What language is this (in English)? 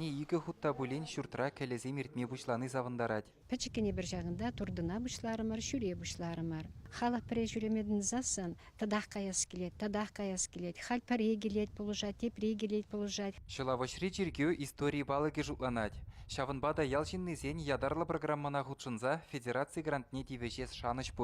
Chuvash